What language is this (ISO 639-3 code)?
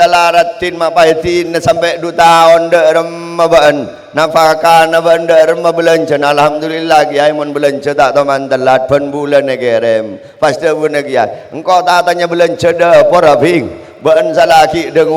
mad